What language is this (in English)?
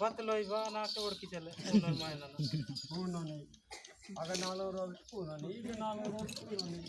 Adilabad Gondi